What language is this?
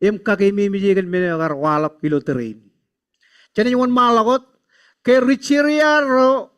Marshallese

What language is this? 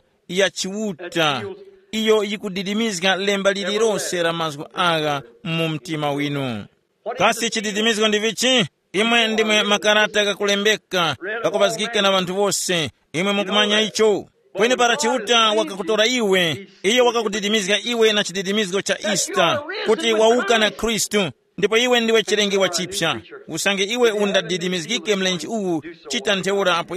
Tumbuka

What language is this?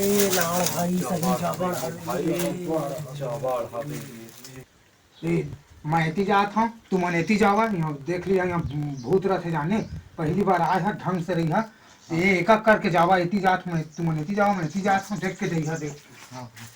Chhattisgarhi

